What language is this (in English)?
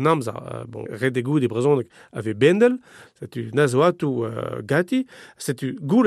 Breton